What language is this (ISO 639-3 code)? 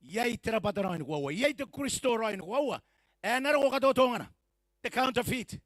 gil